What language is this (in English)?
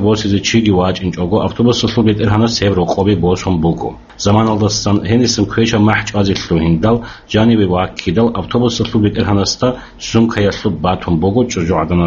Avaric